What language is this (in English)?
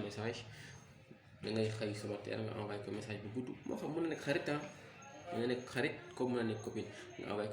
Wolof